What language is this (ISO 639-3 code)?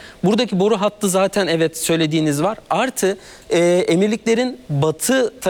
tur